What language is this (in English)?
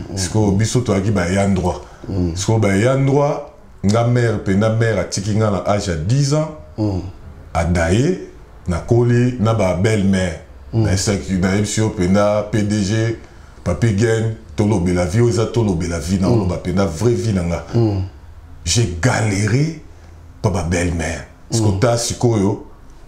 Lingala